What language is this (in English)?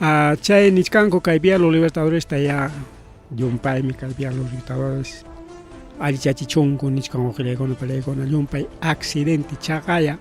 Ayacucho Quechua